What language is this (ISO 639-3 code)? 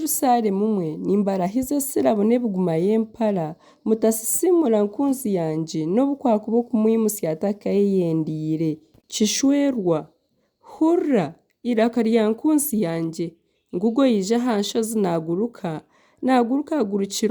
nyn